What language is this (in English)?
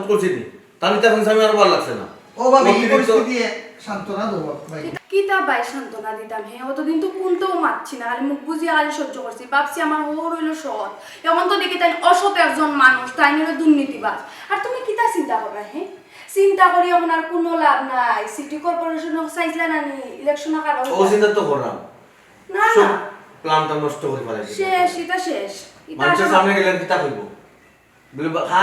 Sylheti